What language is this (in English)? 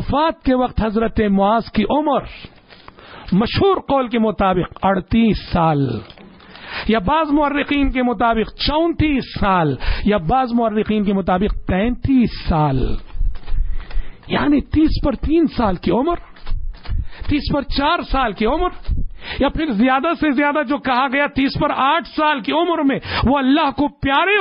Urdu